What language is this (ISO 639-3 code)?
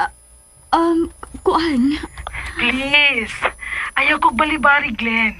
ceb